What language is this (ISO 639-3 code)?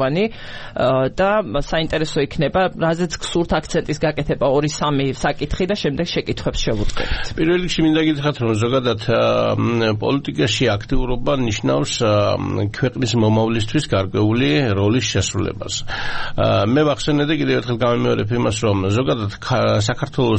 kat